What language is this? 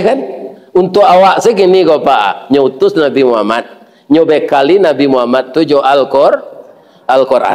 Minangkabau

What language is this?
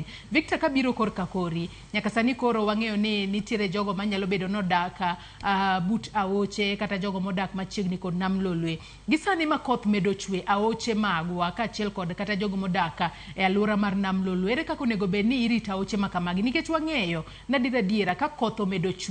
Luo (Kenya and Tanzania)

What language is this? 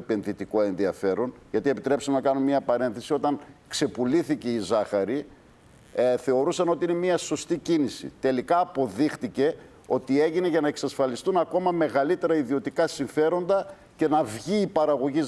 Greek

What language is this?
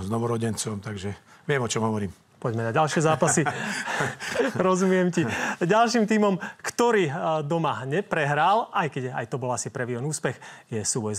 Slovak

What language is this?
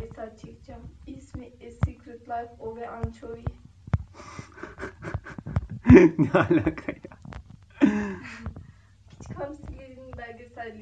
Turkish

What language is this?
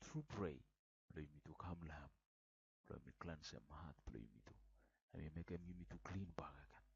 Bislama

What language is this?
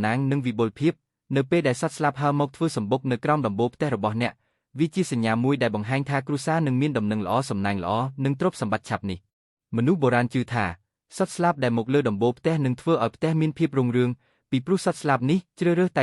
Khmer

